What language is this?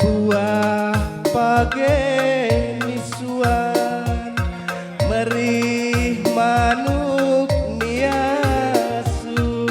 Batak Karo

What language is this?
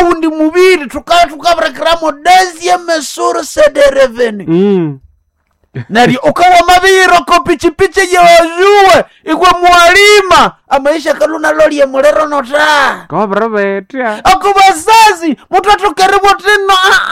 Nande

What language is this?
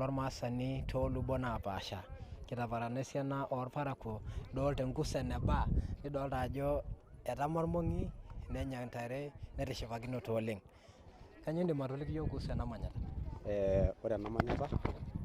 Masai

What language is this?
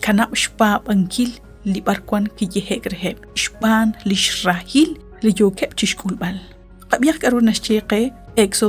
Kekchí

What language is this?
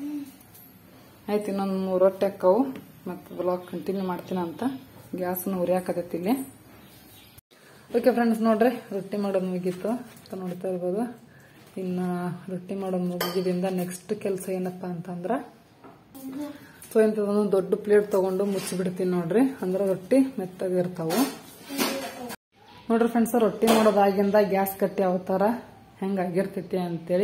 Kannada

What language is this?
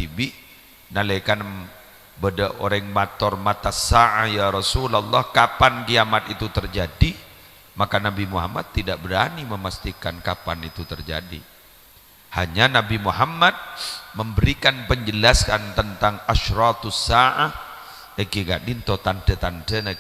Madurese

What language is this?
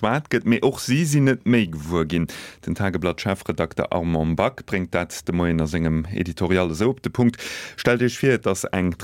Luxembourgish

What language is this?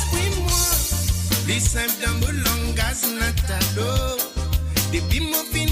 Morisyen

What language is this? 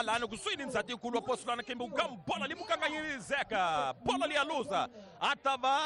Tsonga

